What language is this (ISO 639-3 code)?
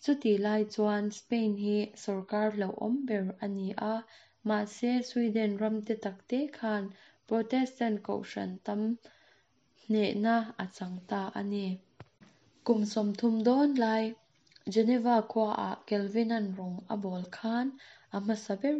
lus